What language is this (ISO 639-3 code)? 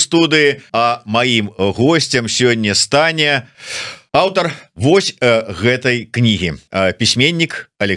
bel